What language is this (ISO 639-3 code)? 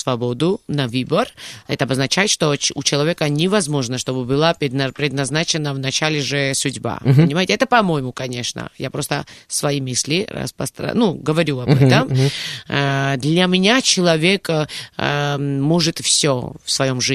rus